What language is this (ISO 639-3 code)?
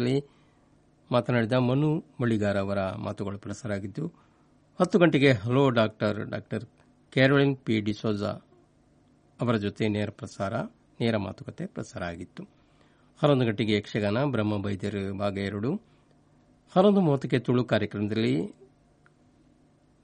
kan